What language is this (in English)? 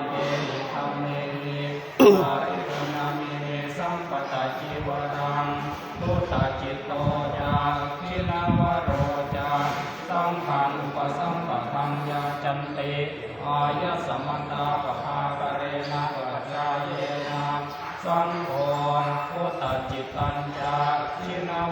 Pali